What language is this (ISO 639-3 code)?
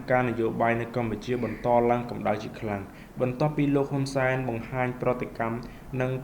khm